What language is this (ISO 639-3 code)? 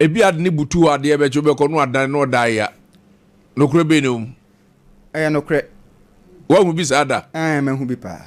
aka